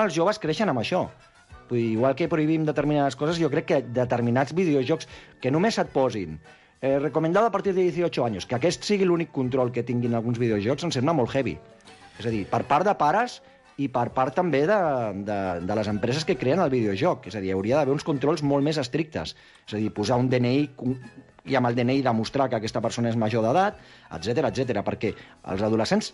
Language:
Catalan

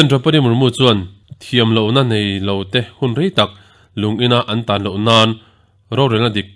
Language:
Mizo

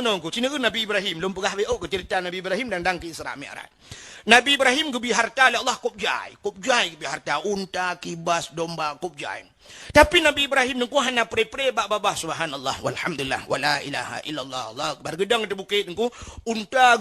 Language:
Achinese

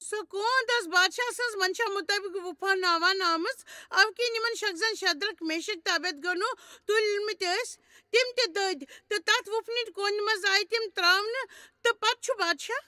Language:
Kashmiri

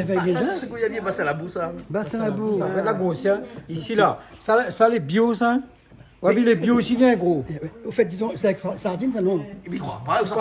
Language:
Réunion Creole French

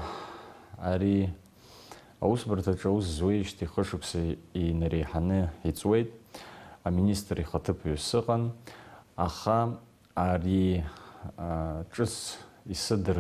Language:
Abkhazian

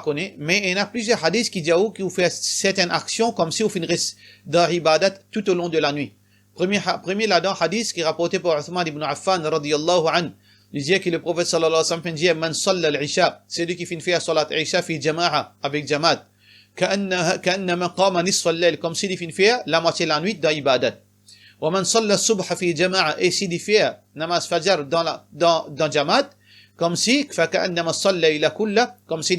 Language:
Morisyen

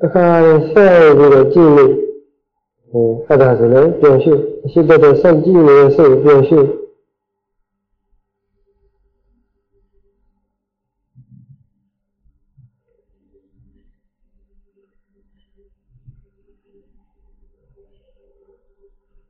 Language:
Burmese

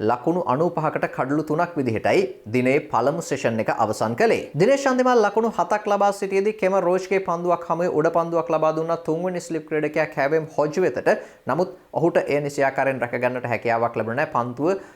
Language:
Sinhala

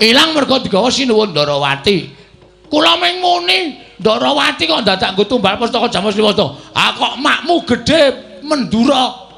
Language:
Javanese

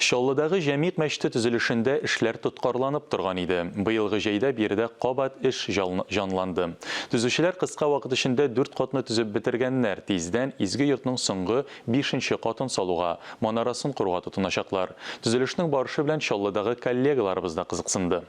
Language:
Tatar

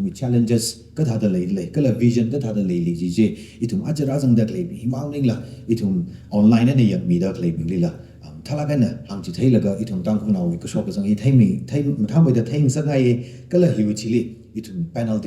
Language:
Tangkhul Naga (India)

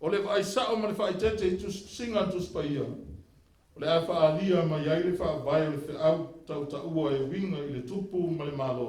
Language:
Samoan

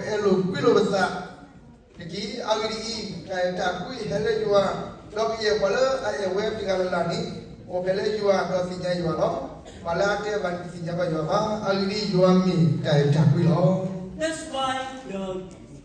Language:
S'gaw Karen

